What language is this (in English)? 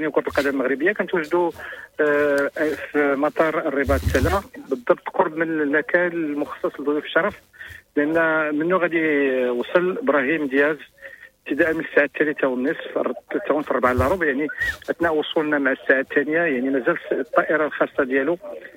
Moroccan Arabic